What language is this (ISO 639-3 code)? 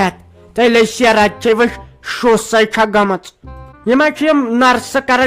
kas